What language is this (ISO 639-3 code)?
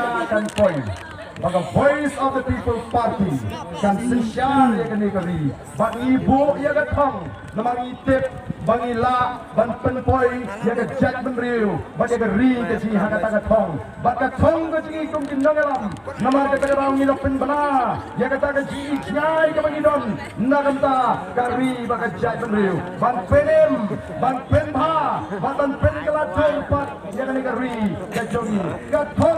kha